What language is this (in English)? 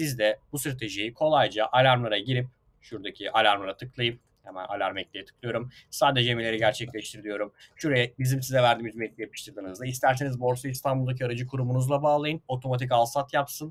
Turkish